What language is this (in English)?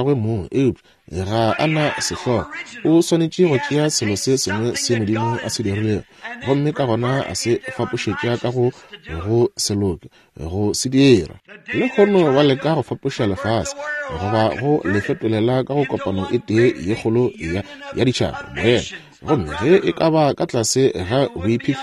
Northern Sotho